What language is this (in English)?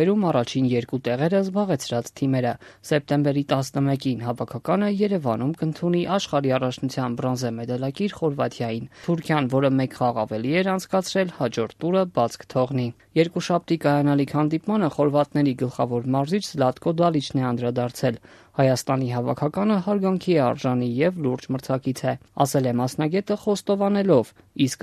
Armenian